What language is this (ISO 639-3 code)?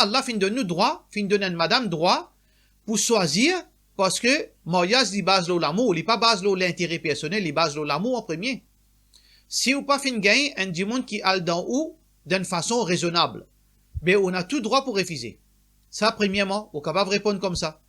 mfe